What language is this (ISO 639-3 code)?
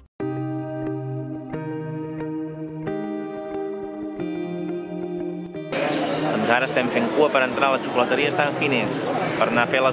cat